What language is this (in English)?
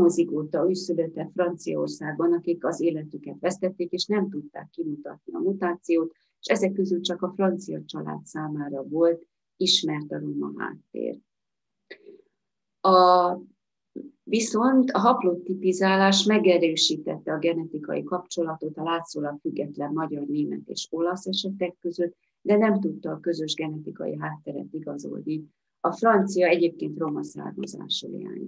Hungarian